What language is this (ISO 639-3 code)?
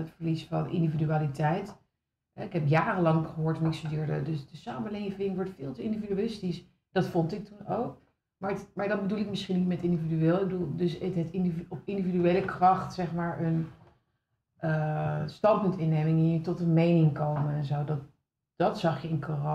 nld